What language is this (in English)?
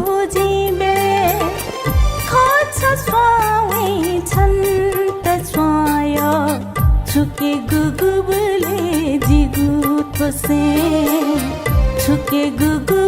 Newari